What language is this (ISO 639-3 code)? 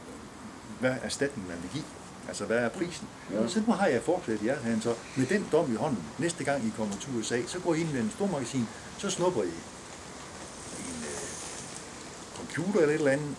dan